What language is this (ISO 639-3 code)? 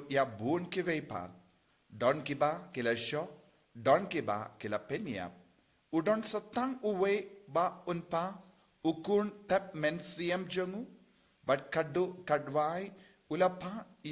kha